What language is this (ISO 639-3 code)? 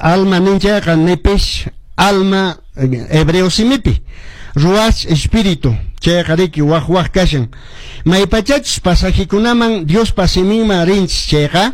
que